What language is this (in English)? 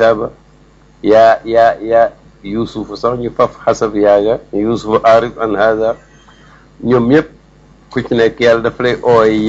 Wolof